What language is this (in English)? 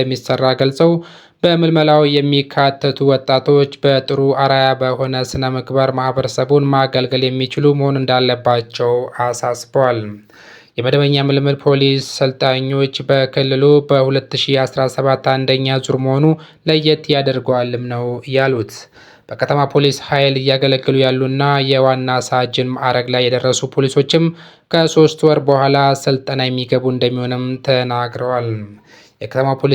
Amharic